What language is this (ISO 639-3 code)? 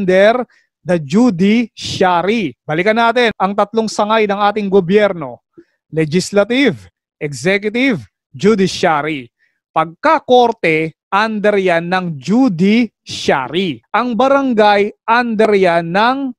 fil